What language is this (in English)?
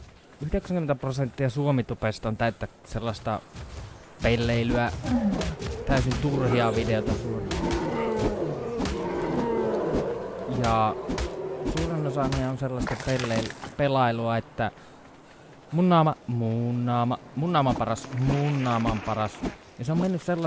Finnish